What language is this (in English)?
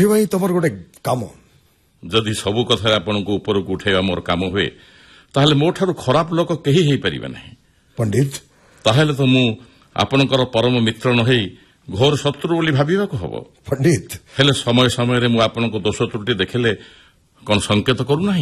Odia